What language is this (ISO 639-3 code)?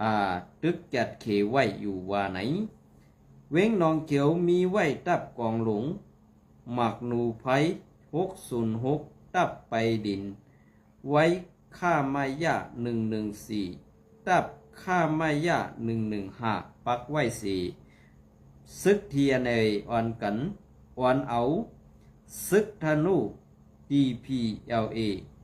shn